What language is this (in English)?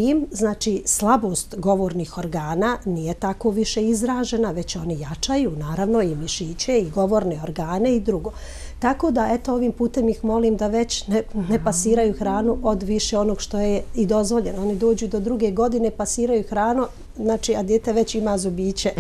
Serbian